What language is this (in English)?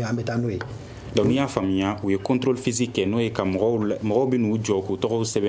Bambara